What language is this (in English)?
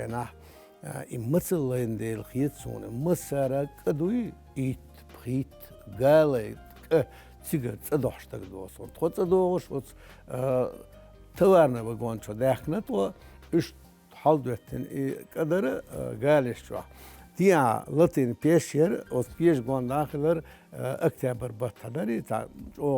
Chechen